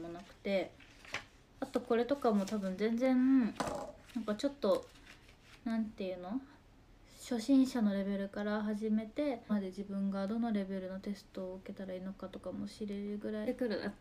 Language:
Japanese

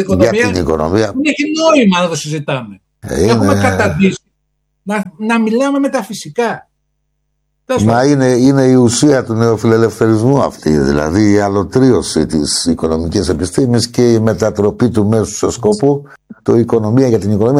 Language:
Greek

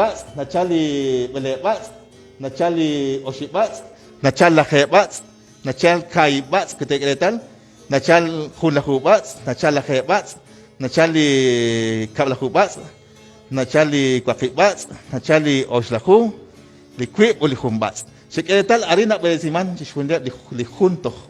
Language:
Kekchí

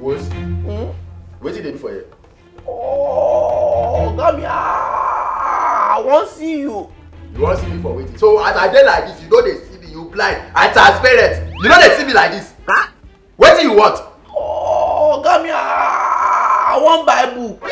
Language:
Nigerian Pidgin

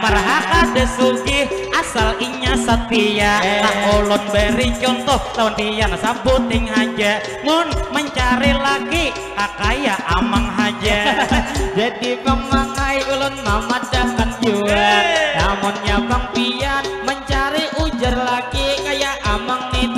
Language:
Banjar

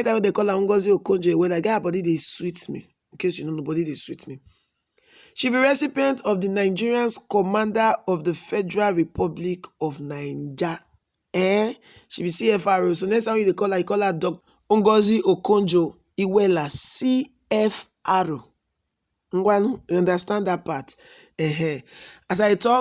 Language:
Nigerian Pidgin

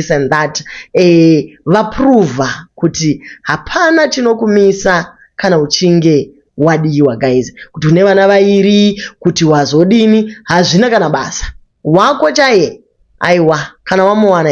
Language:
Shona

